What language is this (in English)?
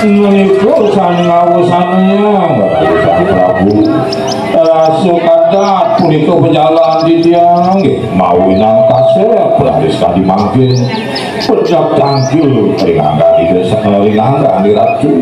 Balinese